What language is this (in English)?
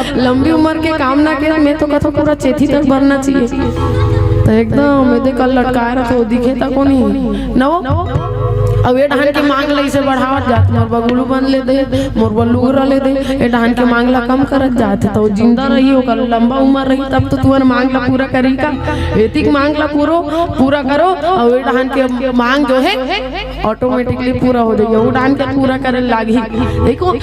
Chhattisgarhi